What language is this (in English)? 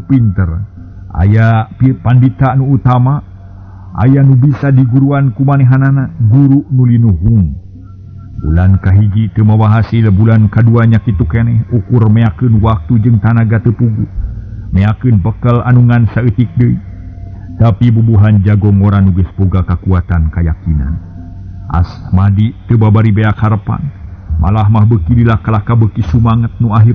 Sundanese